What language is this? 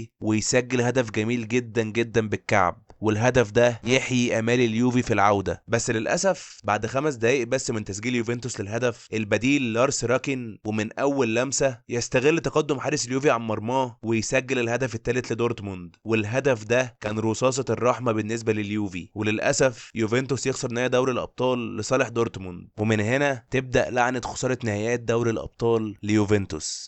Egyptian Arabic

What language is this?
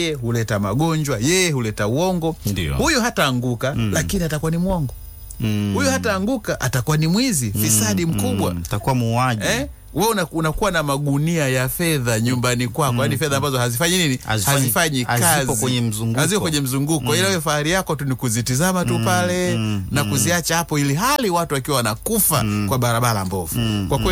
Swahili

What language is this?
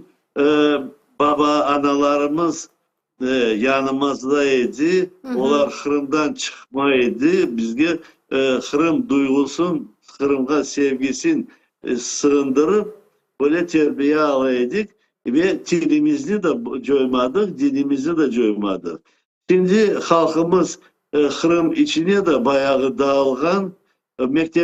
Crimean Tatar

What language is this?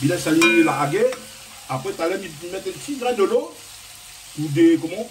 Réunion Creole French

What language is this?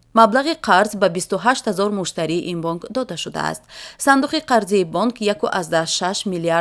Tajik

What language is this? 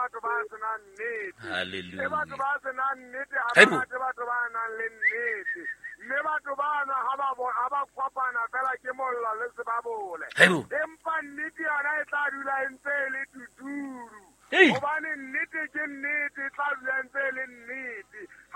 Southern Sotho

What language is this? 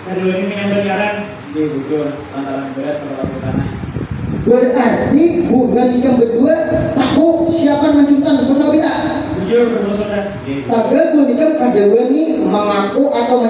Banjar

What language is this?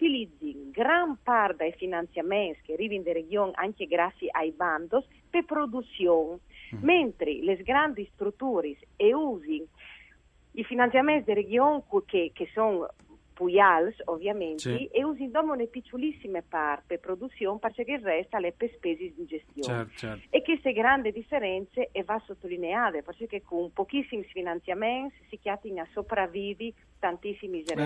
Friulian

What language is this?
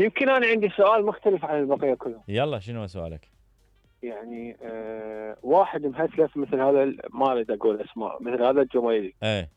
Mesopotamian Arabic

